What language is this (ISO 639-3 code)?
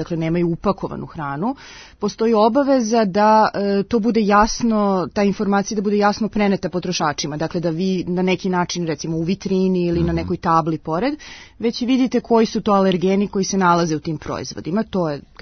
srp